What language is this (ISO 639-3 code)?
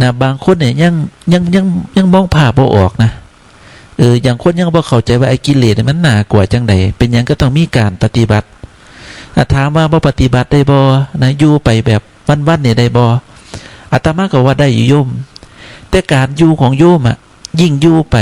tts